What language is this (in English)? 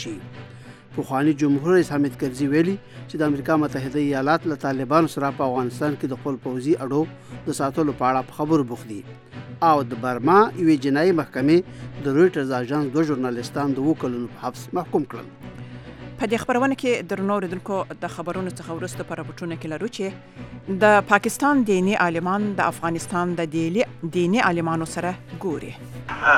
Pashto